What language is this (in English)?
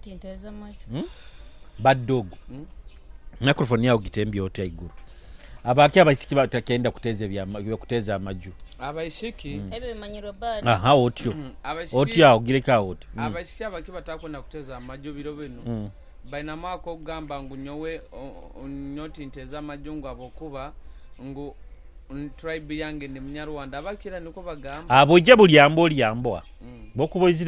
Nyoro